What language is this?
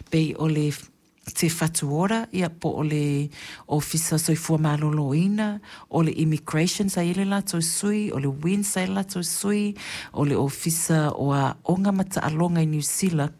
Samoan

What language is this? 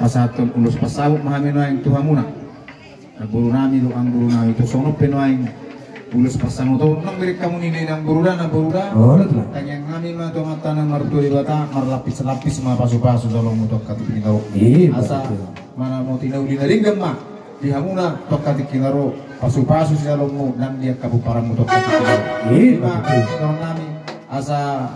Batak Toba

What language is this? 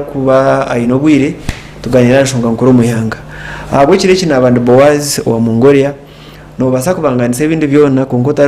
Nyankole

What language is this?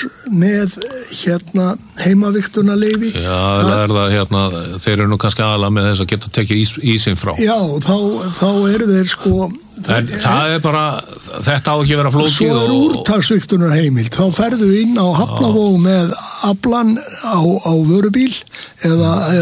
Icelandic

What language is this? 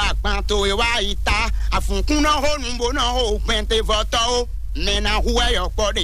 Fon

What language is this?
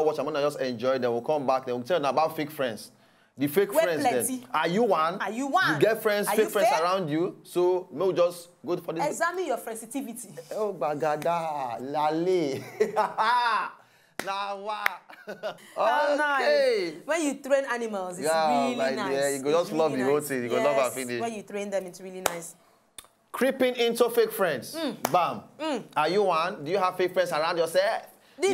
Nigerian Pidgin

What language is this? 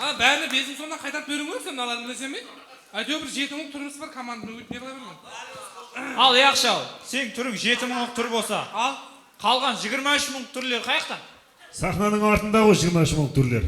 Kara-Kalpak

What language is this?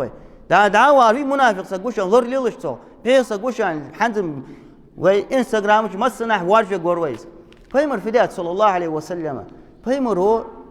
Ingush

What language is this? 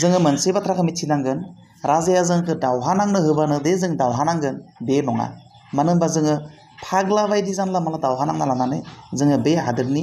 Bodo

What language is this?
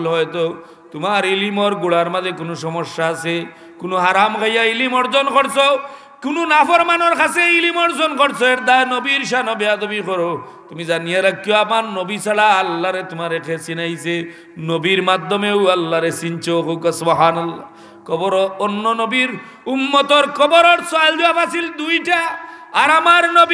Sylheti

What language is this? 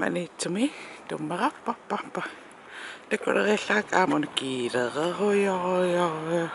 Kalaallisut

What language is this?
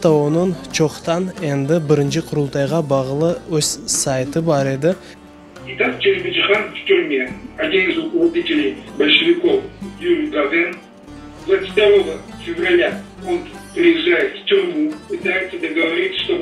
Crimean Tatar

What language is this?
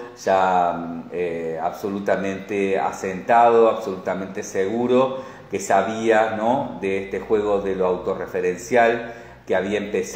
Spanish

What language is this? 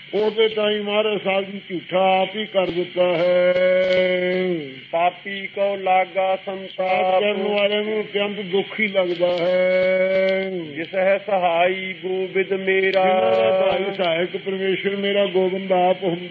Punjabi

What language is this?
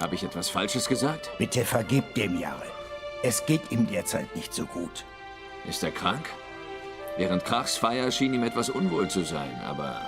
Swiss German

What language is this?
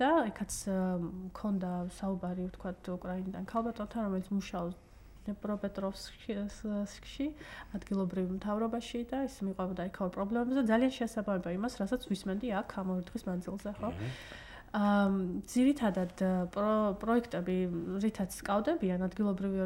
Georgian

